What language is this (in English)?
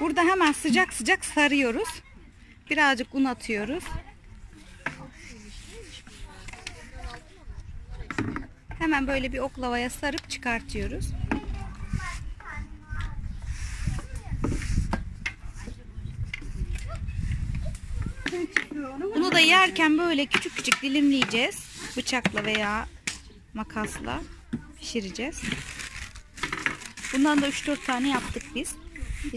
Turkish